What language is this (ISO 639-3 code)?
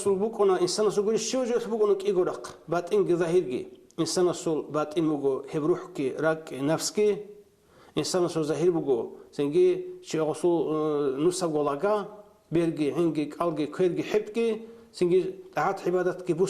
ava